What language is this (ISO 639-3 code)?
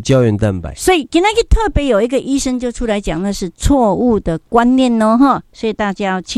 nan